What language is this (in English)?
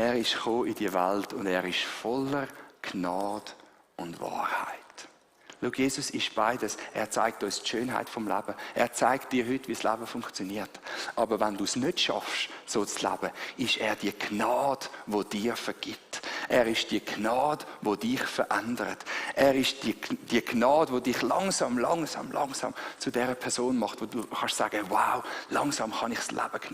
Swiss German